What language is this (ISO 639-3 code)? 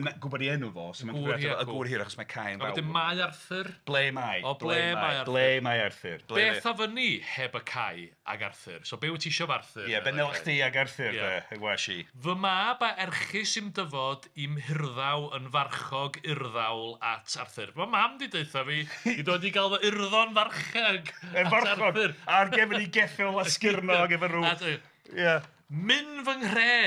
cym